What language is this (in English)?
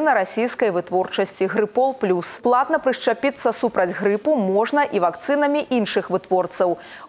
Belarusian